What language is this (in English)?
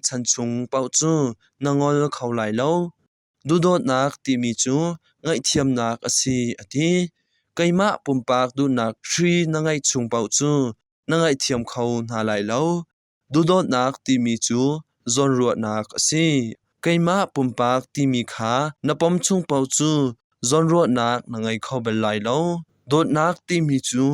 Hakha Chin